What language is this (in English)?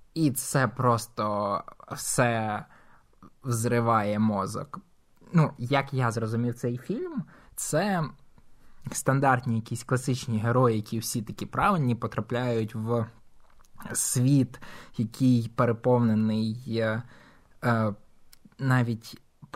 Ukrainian